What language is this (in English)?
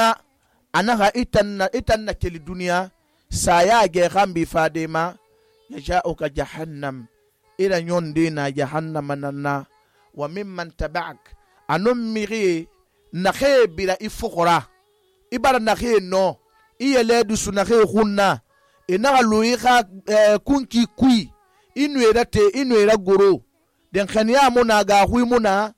Susu